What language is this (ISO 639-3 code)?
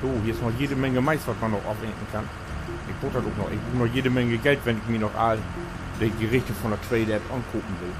nds